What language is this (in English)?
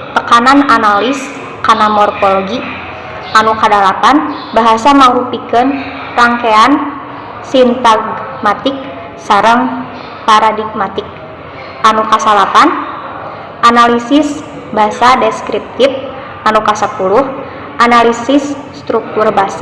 Sundanese